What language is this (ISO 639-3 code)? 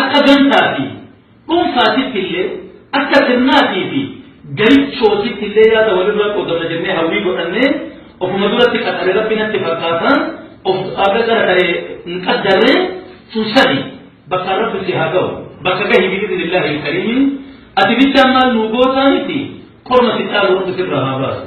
orm